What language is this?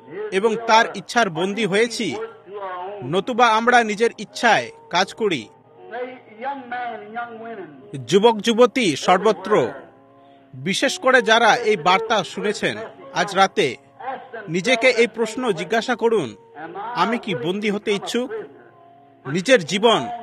Bangla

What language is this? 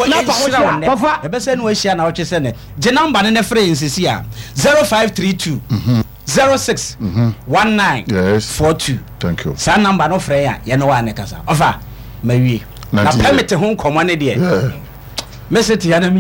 Akan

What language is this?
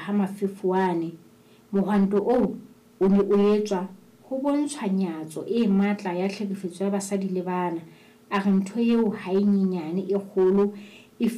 Southern Sotho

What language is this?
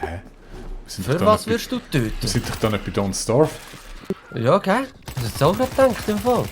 Swiss German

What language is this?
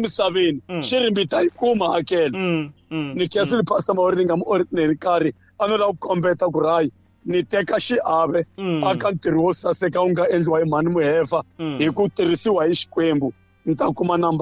Tsonga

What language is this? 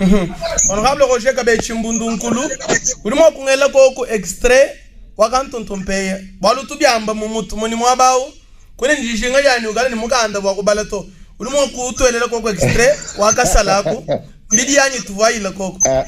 Luba-Lulua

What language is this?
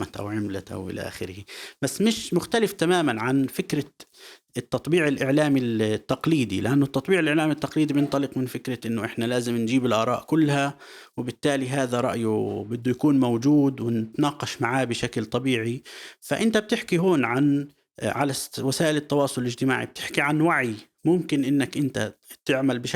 North Levantine Arabic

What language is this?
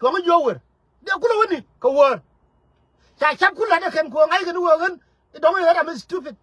Nuer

